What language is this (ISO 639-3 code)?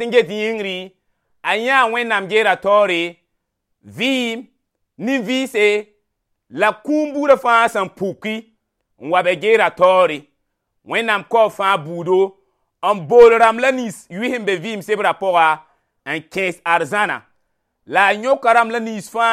mos